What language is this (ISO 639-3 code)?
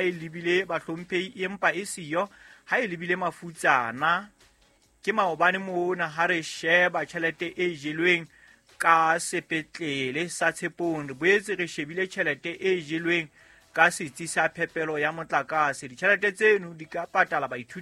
sot